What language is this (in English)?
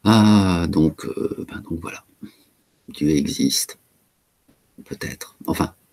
French